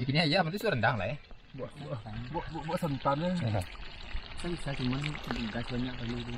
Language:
Minangkabau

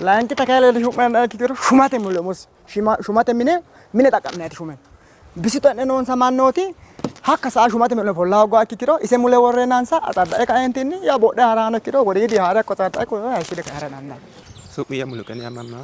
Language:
Sidamo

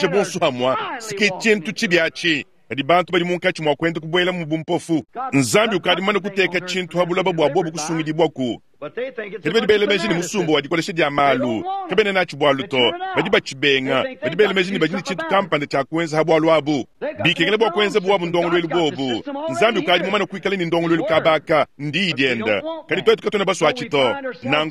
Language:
Luba-Lulua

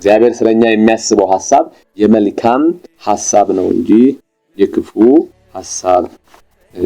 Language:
Amharic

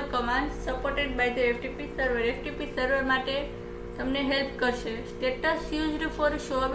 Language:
Gujarati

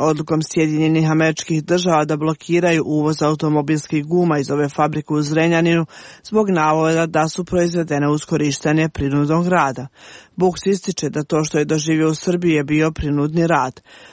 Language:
Serbian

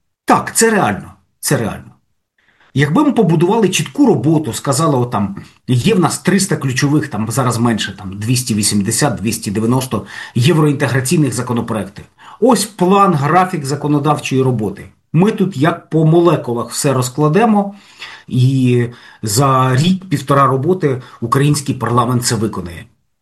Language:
Ukrainian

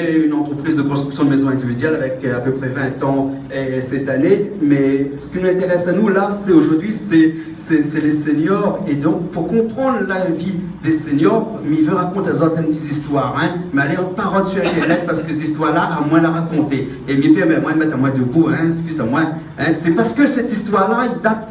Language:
Réunion Creole French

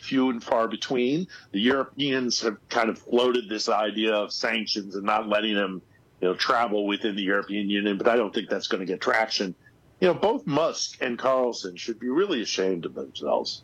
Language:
English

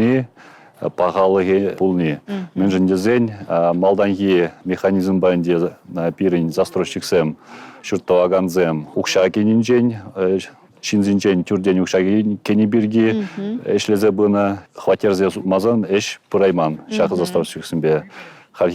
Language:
Chuvash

